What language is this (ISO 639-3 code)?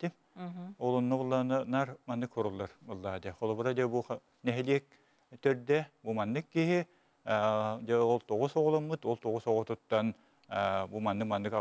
sah